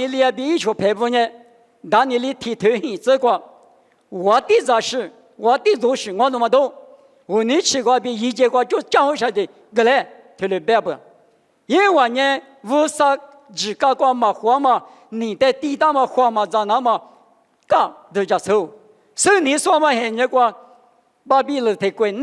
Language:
Lisu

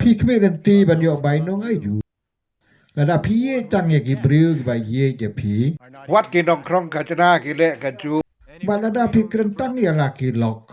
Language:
Khasi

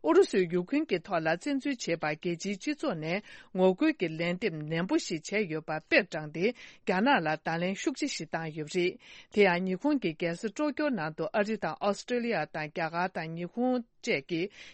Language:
Tibetan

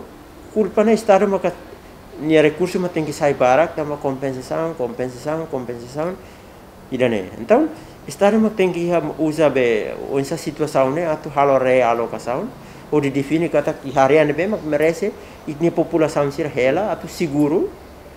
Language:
Tetum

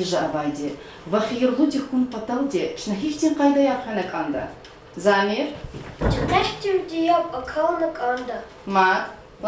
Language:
Lezghian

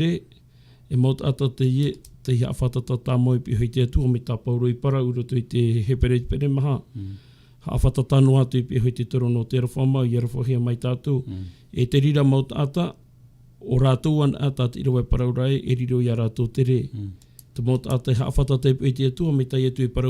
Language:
Tahitian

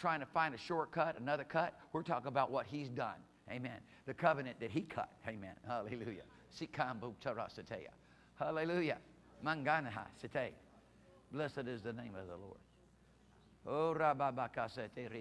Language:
English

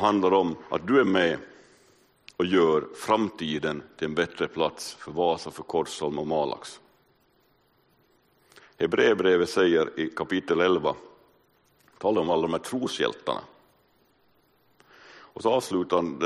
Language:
Swedish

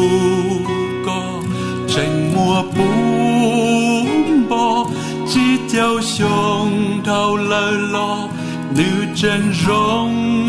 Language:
Hmong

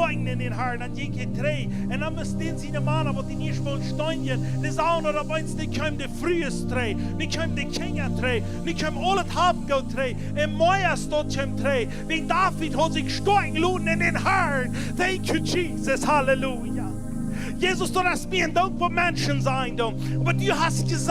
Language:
Plautdietsch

